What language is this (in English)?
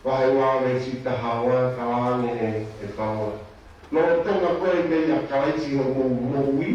Tongan